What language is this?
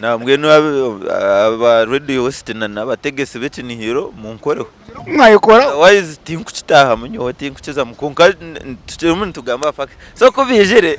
Nyankole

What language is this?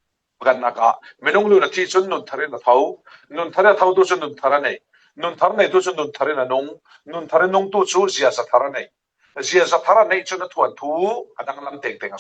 Falam Chin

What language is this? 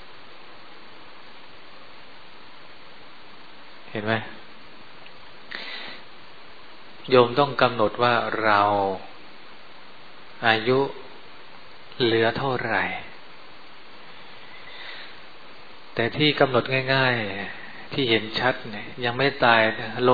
Thai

